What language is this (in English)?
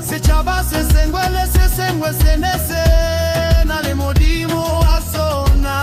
Southern Sotho